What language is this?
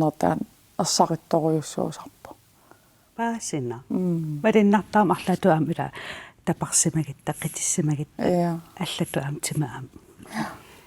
Kalaallisut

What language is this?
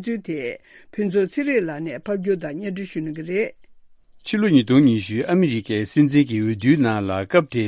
Tibetan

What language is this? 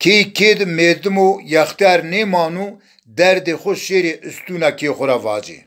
Zaza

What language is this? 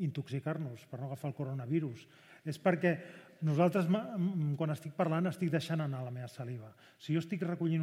Catalan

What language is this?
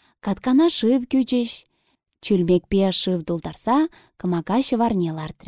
Chuvash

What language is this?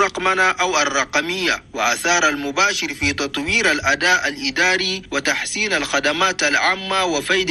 Chadian Arabic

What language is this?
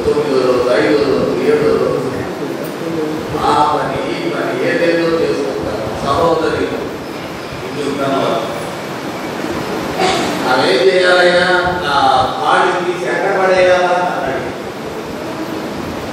Telugu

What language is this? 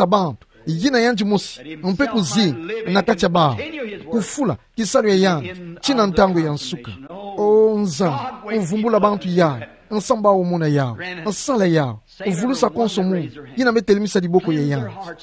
Kituba (Democratic Republic of Congo)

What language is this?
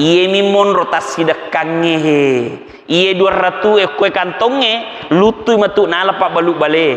Buginese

